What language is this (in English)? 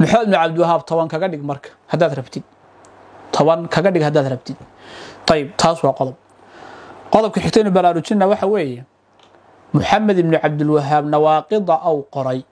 Somali